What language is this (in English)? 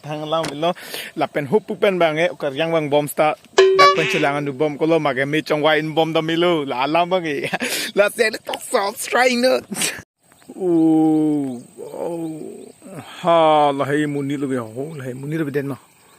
Karbi